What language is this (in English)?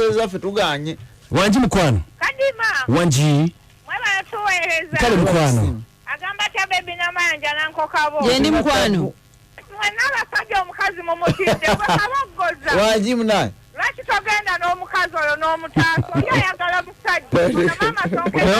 Ganda